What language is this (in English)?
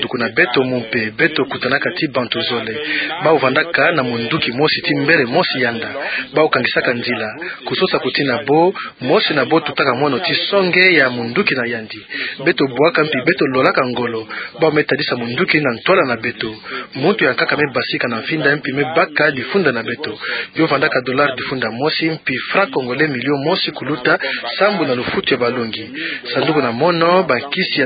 Kituba (Democratic Republic of Congo)